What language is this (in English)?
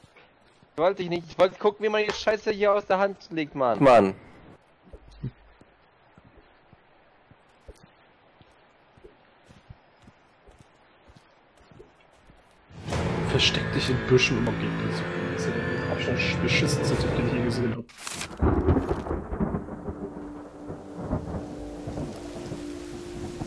German